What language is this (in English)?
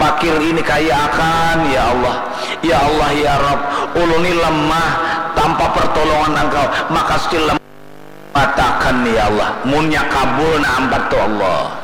Banjar